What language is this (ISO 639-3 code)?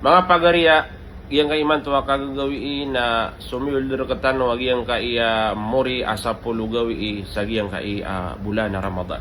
mrw